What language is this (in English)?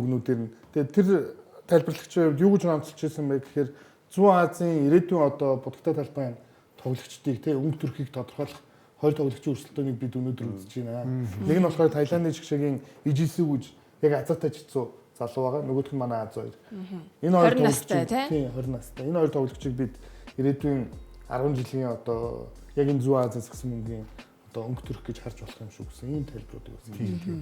Mongolian